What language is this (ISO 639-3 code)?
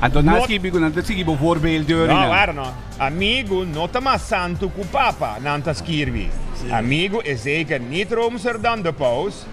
pap